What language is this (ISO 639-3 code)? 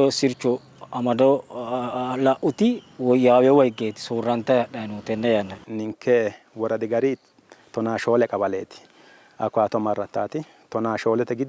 sid